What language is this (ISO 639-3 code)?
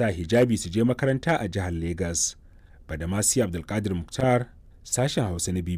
hau